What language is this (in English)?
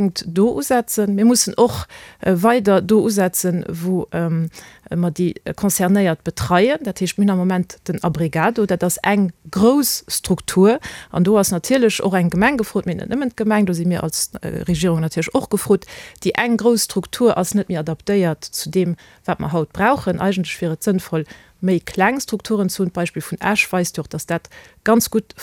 Luxembourgish